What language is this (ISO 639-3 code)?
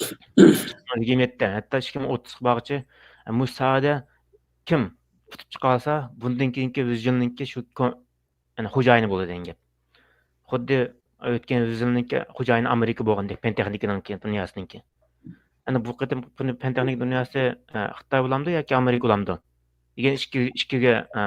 uig